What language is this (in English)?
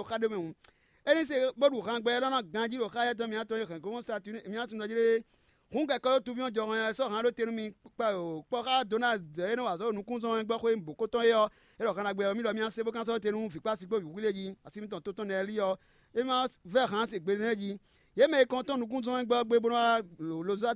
Fon